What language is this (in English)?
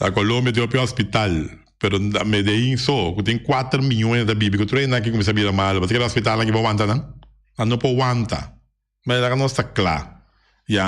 Papiamento